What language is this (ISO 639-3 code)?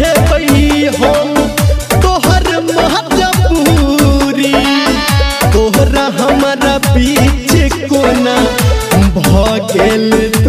mai